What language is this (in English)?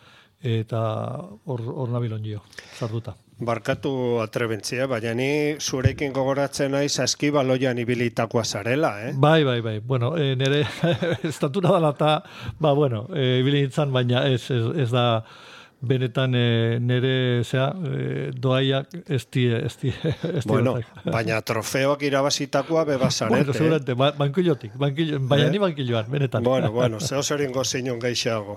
Basque